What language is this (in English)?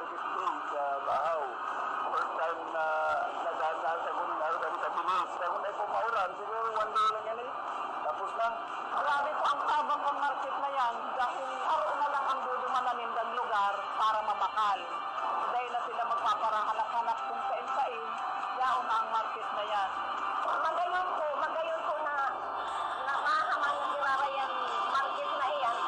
Bikol